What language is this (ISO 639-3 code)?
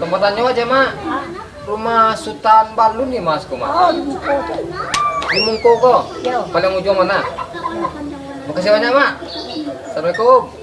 min